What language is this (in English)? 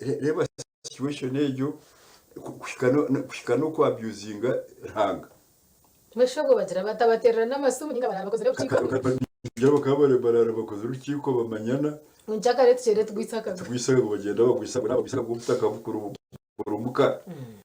Nyankole